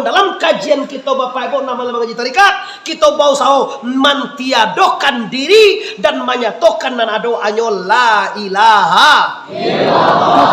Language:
Minangkabau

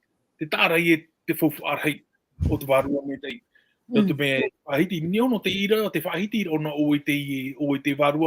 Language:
Tahitian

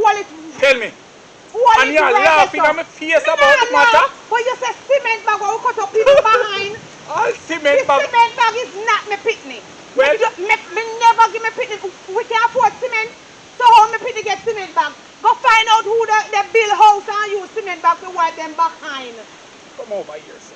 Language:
Jamaican Creole English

